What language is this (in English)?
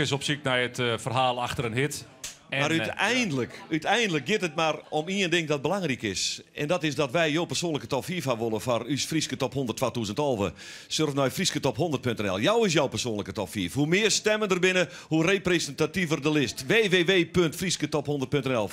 Western Frisian